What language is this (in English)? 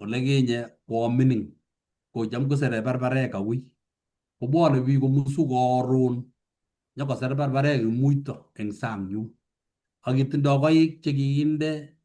Kalenjin